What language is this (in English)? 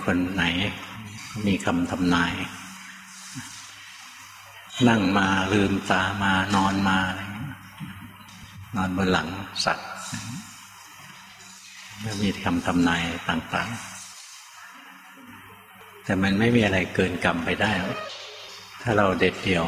Thai